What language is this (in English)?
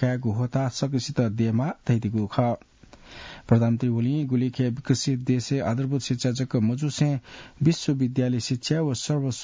Newari